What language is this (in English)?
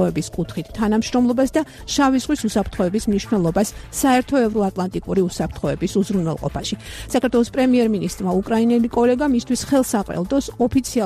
Georgian